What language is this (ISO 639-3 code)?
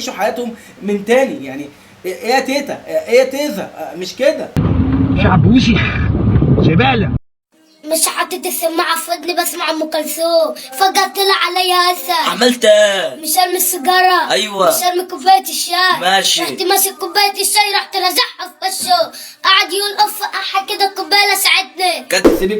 arz